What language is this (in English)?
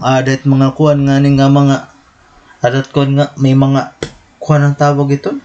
Waray